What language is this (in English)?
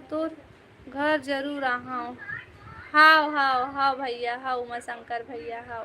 Chhattisgarhi